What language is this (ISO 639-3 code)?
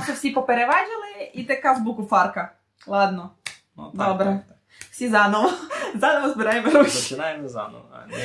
rue